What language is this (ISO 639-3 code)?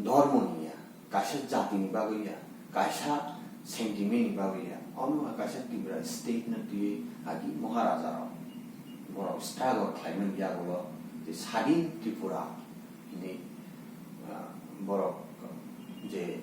trp